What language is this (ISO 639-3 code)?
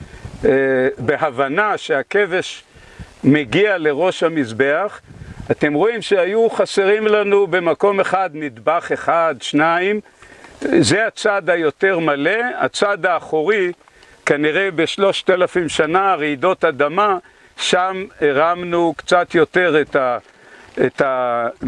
heb